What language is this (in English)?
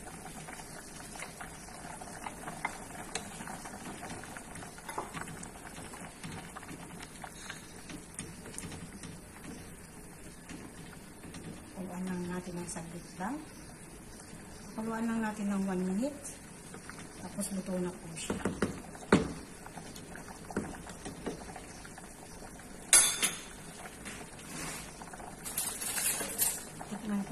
Filipino